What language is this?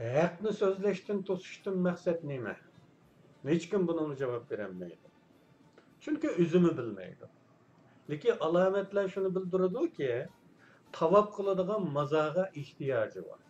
Uyghur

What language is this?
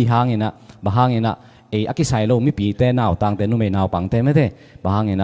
Tedim Chin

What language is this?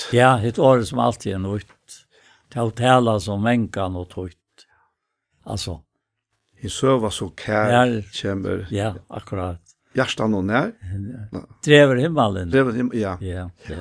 Faroese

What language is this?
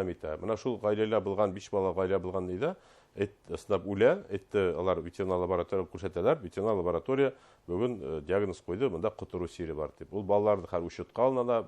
Bashkir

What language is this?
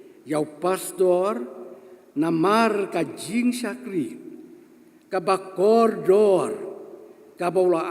Khasi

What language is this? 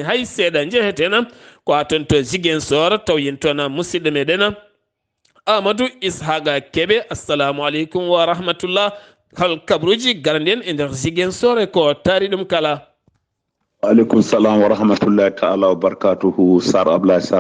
Fula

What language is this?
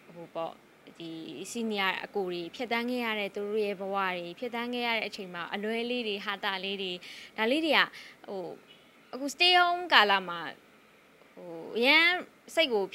Burmese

